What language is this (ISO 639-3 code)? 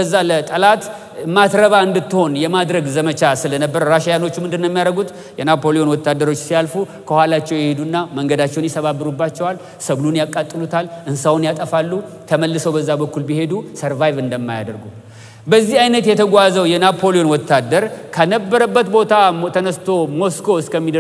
amh